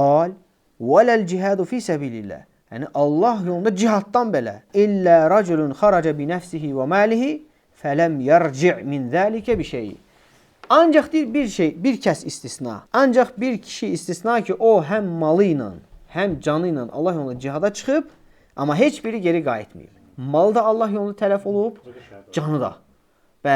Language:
Azerbaijani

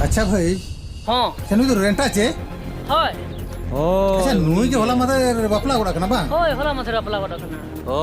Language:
Santali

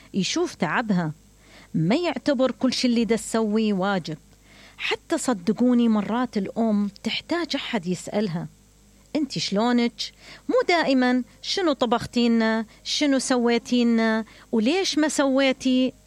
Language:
Mesopotamian Arabic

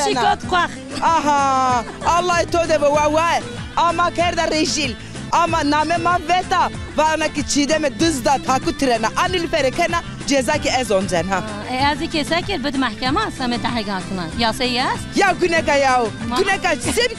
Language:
Zaza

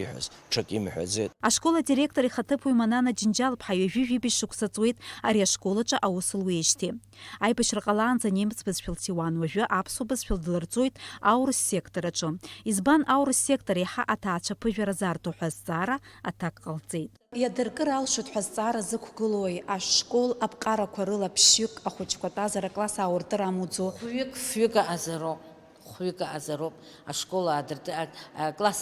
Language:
Abkhazian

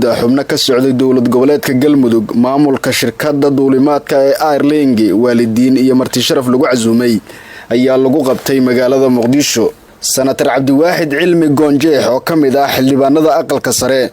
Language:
Somali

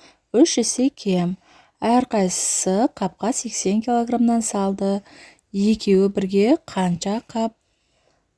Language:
Kazakh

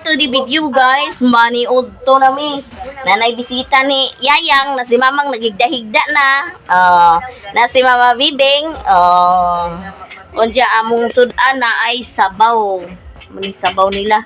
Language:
Cebuano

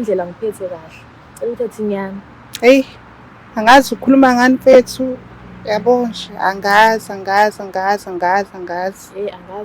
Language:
Zulu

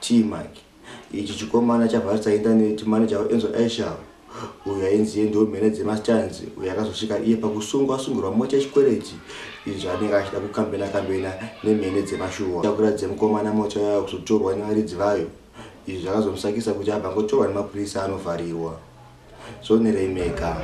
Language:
Shona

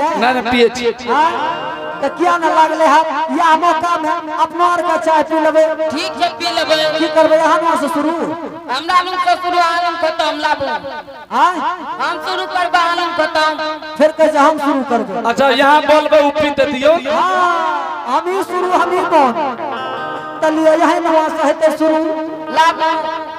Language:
Angika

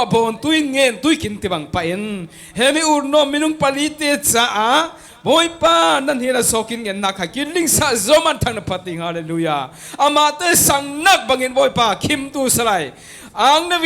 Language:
Falam Chin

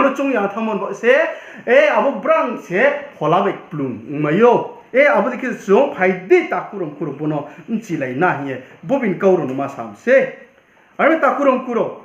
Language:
Riang (India)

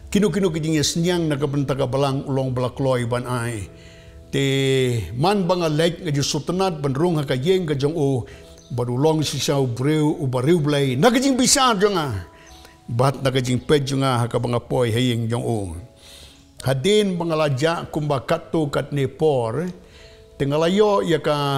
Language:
Khasi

